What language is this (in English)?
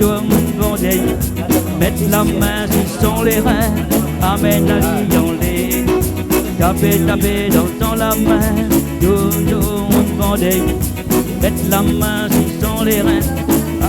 Réunion Creole French